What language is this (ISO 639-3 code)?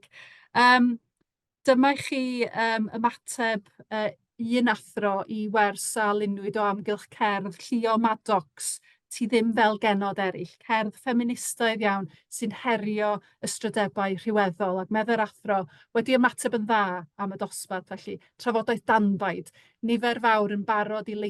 cym